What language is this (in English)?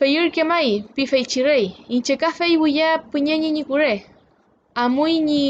Mapuche